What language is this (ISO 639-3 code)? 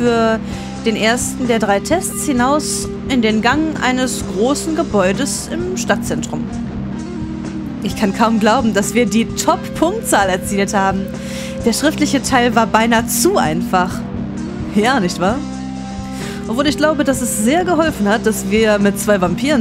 deu